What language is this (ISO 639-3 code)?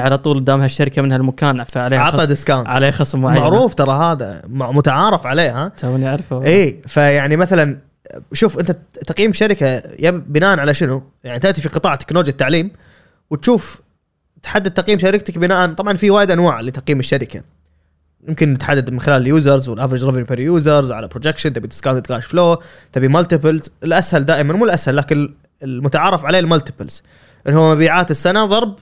afb